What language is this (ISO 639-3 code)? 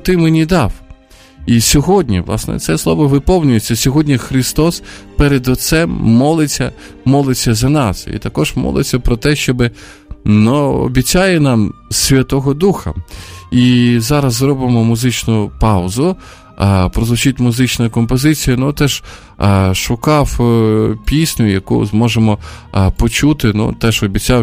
ukr